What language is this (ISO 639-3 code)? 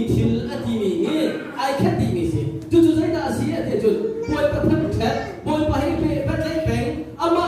cnh